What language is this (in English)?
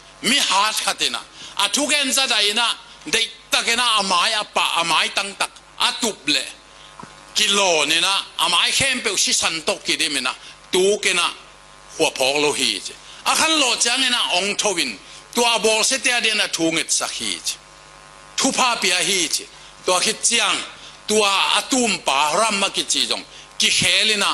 Tedim Chin